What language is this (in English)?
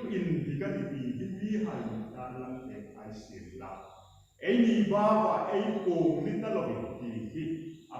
Hmar